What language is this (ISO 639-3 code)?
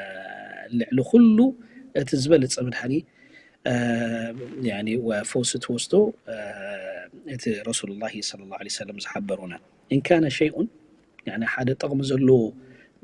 tir